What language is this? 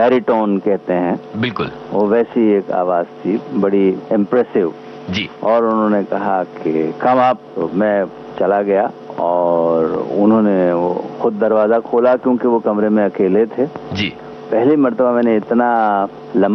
Hindi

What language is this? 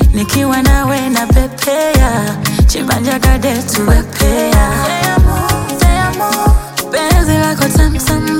Swahili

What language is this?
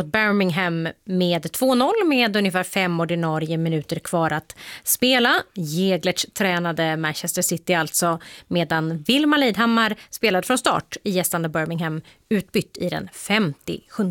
Swedish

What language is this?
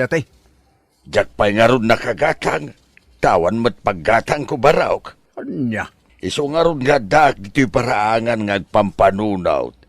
Iloko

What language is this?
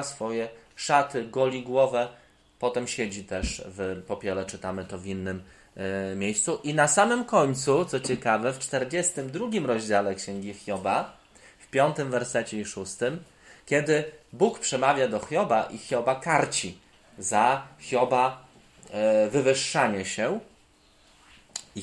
Polish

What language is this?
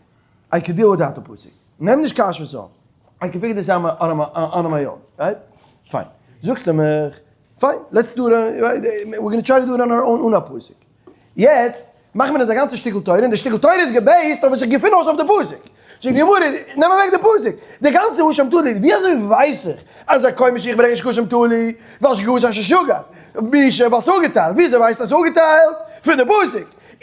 Yiddish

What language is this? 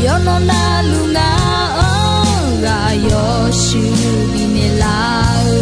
Akha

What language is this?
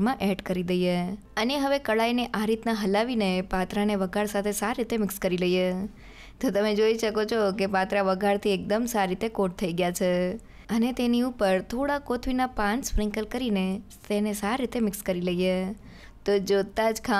Gujarati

